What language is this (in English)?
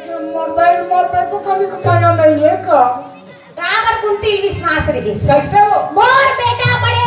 Chhattisgarhi